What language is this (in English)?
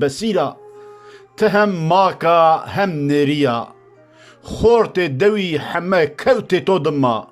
Zaza